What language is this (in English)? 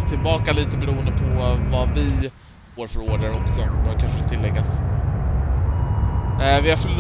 Swedish